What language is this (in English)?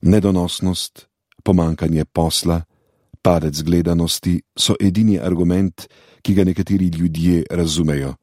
Slovenian